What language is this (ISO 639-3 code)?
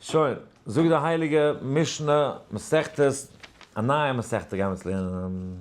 yid